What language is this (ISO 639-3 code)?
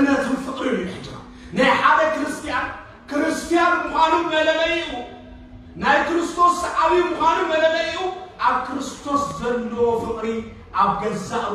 tir